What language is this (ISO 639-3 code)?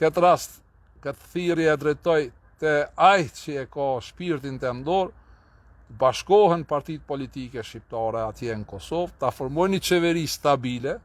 sqi